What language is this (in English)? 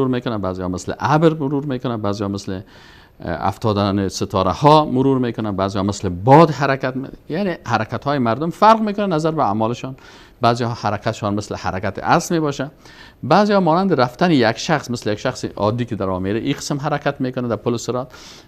Persian